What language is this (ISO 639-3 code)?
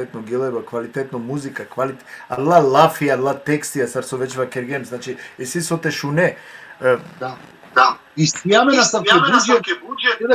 rmn